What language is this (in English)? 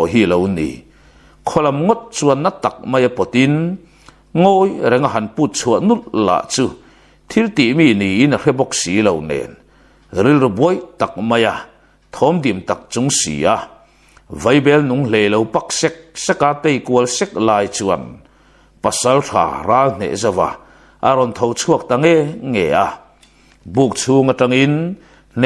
Mizo